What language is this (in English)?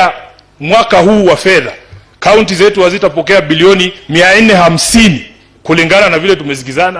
Swahili